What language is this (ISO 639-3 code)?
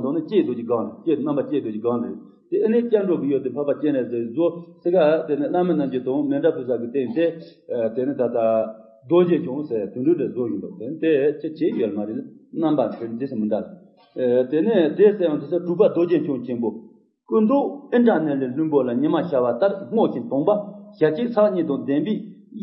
bod